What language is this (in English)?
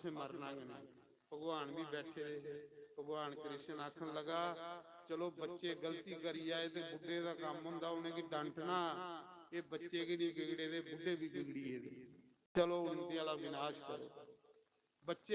Dogri